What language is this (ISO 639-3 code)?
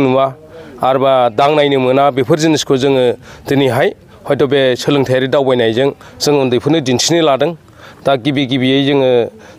brx